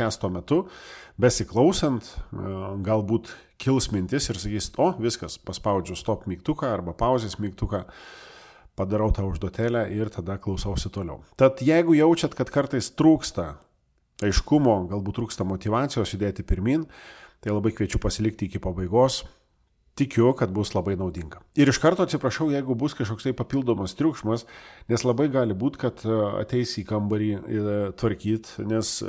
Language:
Lithuanian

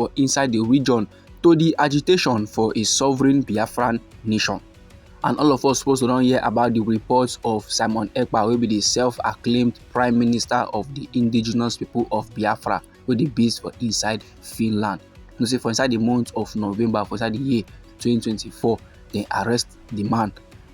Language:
Nigerian Pidgin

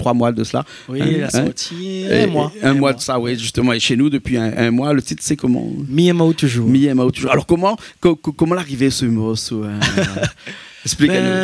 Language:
Réunion Creole French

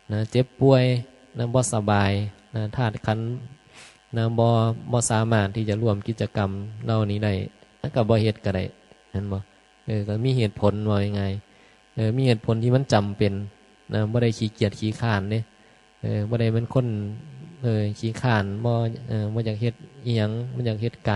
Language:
Northeastern Thai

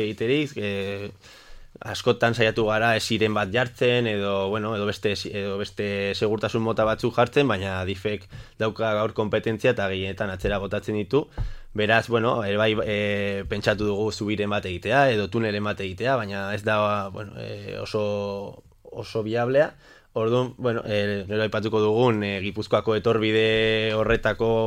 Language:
Basque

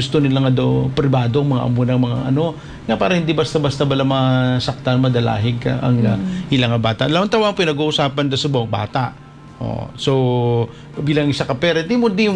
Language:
Hiligaynon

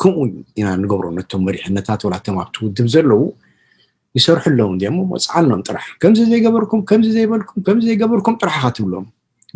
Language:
Tigrinya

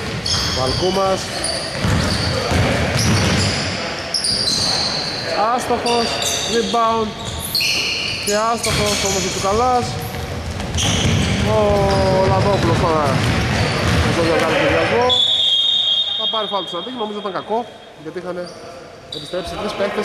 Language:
Greek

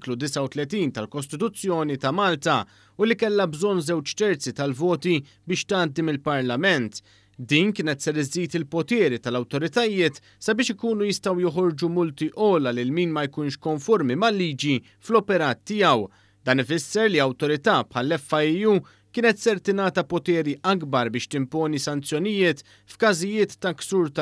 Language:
Maltese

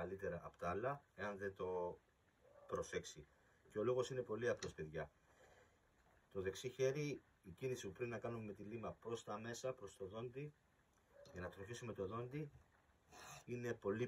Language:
Greek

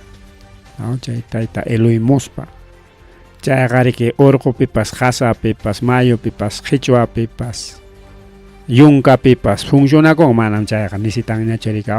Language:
Ayacucho Quechua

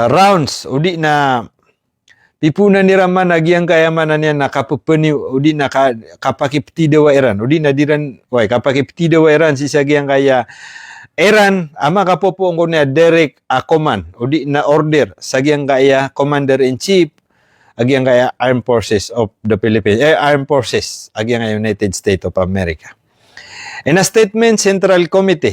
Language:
Maranao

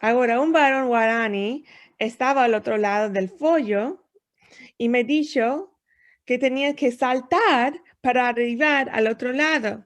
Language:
Ladino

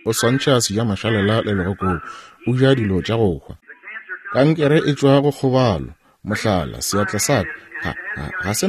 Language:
Northern Sotho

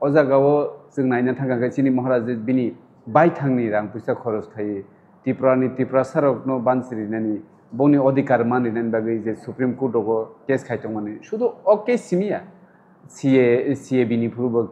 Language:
Kok Borok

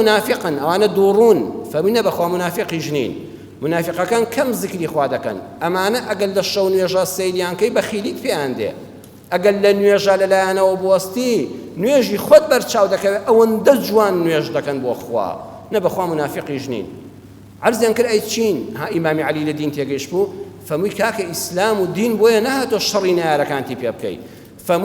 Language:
Central Kurdish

